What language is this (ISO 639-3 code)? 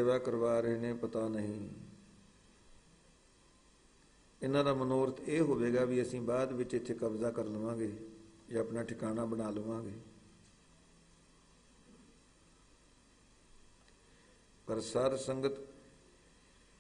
pan